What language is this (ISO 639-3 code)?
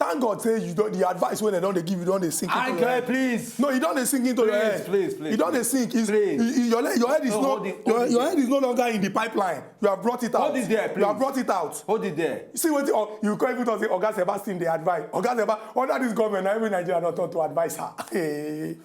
pcm